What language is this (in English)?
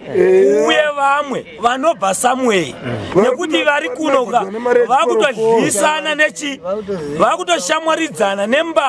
Shona